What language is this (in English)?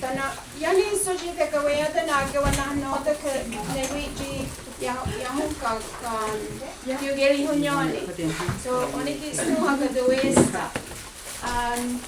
Mohawk